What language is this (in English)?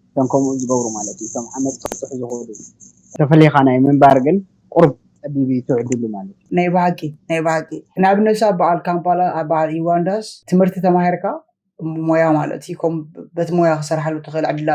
Tigrinya